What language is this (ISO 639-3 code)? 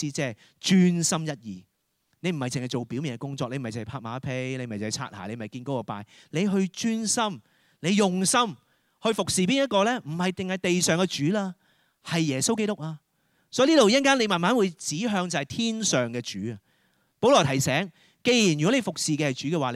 yue